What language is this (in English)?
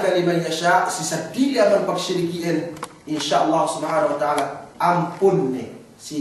Yakan